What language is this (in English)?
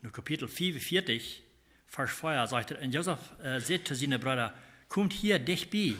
Plautdietsch